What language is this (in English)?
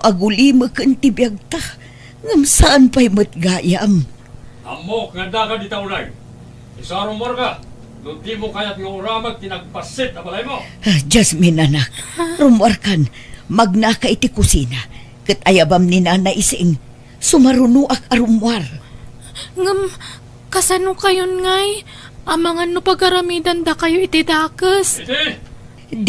Iloko